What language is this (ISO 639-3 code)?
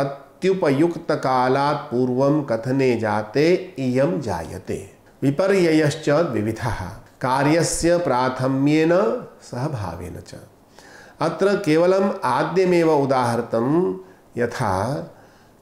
san